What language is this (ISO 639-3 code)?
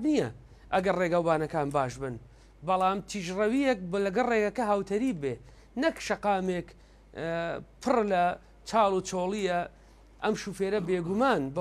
ckb